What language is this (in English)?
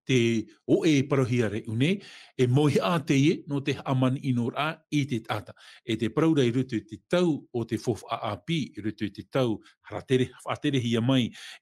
Tahitian